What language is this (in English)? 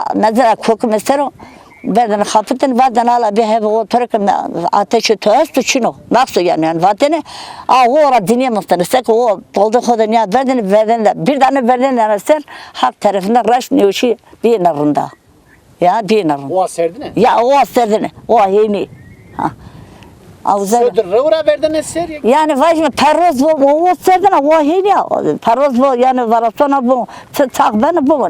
Zaza